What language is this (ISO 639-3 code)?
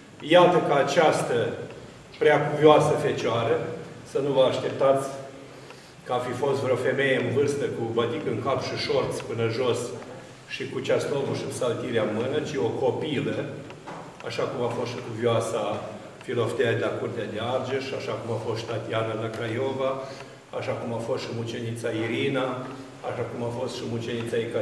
ron